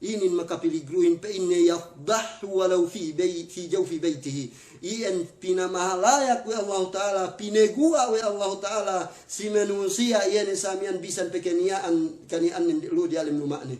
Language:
Yakan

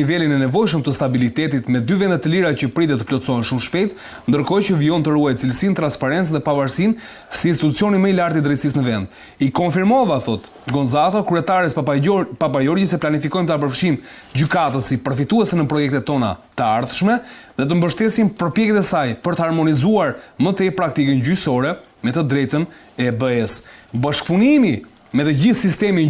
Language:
Albanian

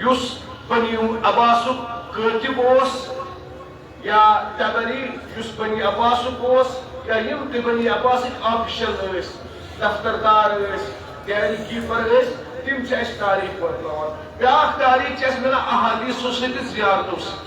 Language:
Kashmiri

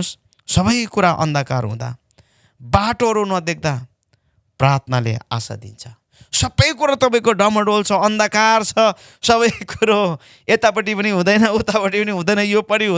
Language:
Nepali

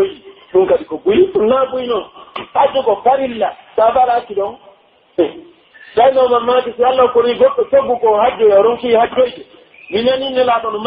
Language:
Pular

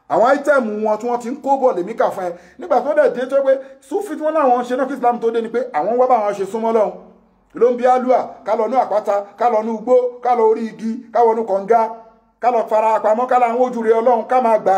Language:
Yoruba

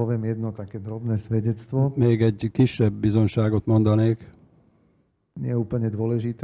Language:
Slovak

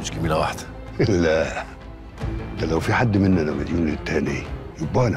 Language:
Egyptian Arabic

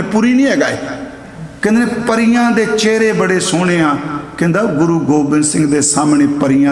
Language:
Punjabi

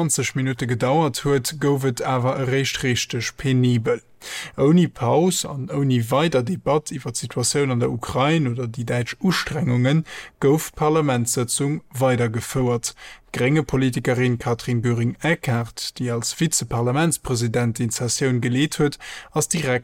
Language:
Luxembourgish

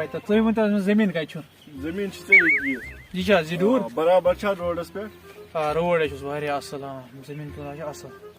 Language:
Kashmiri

